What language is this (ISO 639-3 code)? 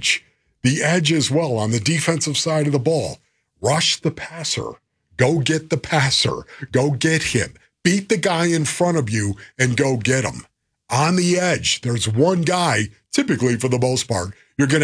eng